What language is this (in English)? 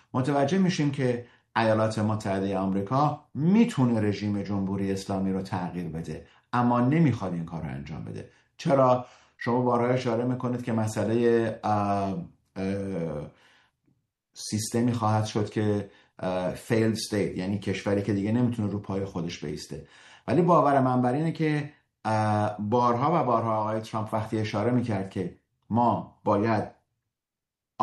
Persian